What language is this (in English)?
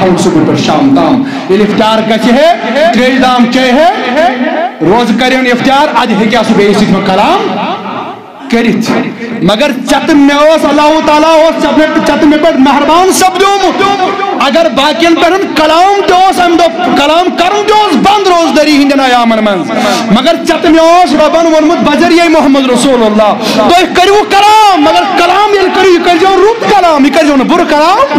Kashmiri